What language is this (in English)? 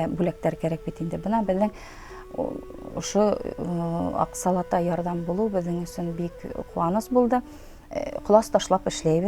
Bashkir